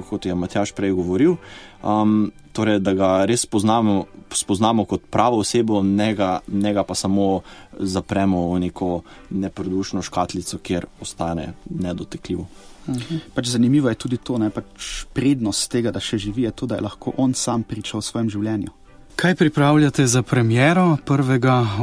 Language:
Slovenian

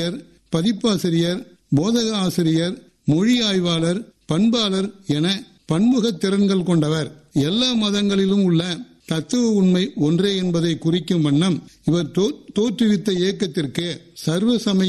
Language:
Tamil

